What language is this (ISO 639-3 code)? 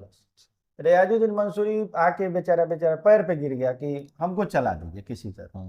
bho